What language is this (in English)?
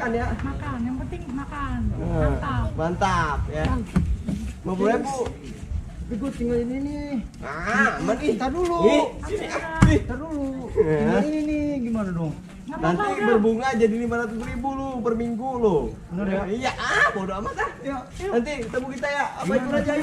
Betawi